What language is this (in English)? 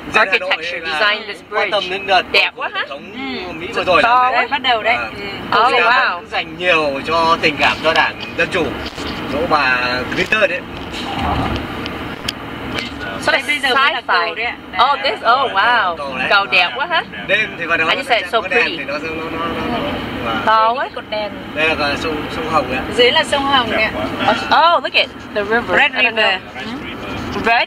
Vietnamese